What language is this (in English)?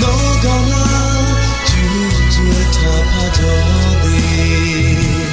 Akha